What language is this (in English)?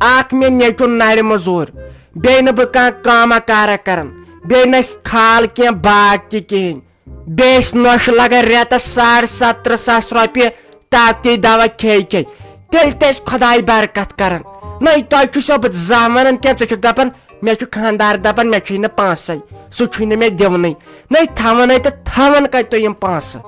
Kashmiri